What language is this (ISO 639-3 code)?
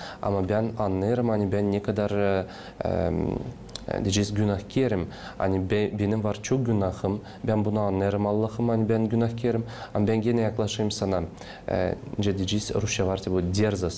gag